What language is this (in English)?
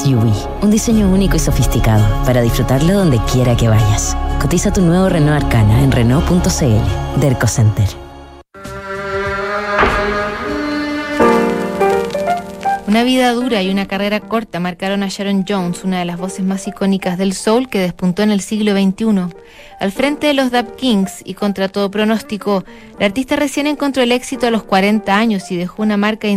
Spanish